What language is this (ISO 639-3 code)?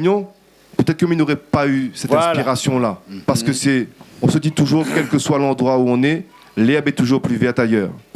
rcf